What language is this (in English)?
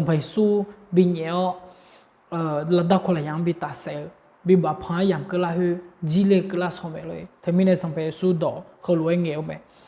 Akha